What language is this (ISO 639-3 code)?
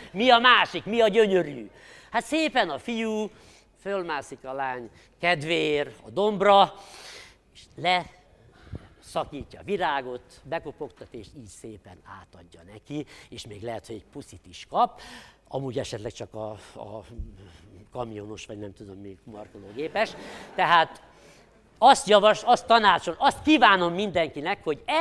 hun